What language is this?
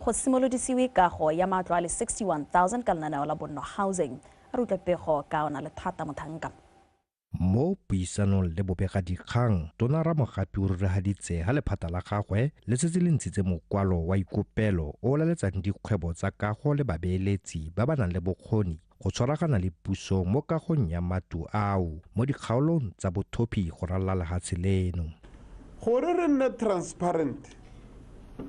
Tswana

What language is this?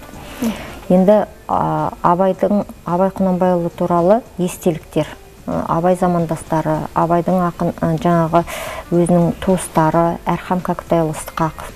Kazakh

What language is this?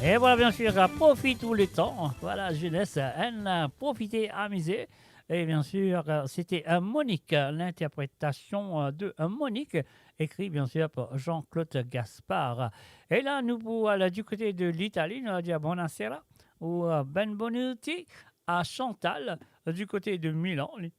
Morisyen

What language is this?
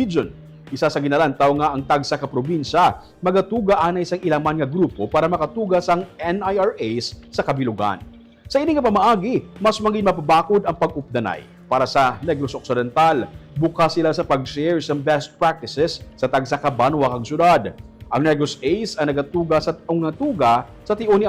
Hiligaynon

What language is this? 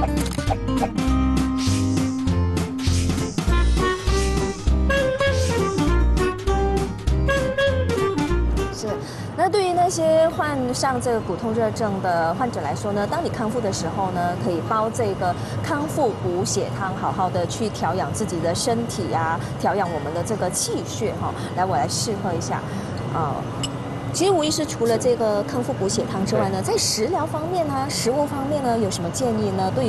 Chinese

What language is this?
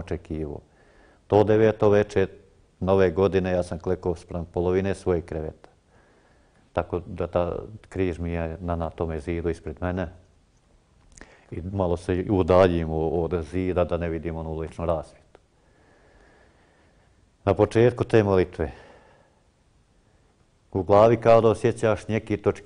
Croatian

